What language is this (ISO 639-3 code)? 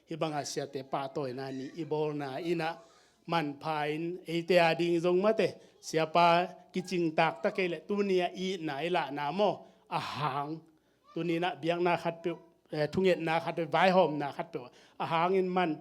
ctd